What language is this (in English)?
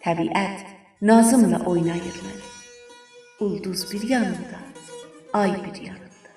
South Azerbaijani